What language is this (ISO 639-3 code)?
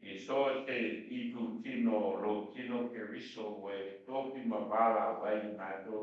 smo